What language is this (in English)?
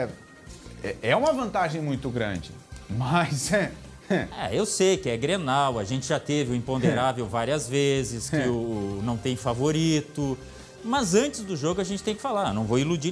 Portuguese